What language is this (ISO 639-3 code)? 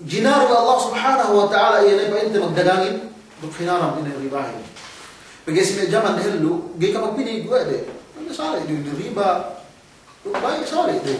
yka